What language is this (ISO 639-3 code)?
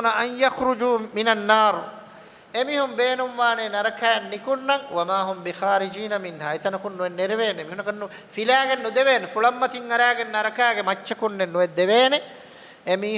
div